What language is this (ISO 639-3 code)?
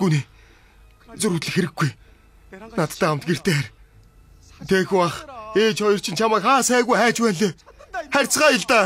mon